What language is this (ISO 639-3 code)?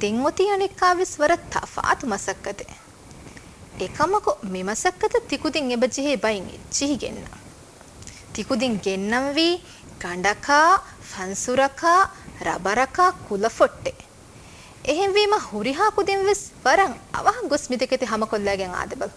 div